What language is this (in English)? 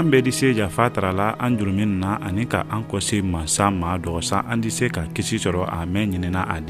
Mandingo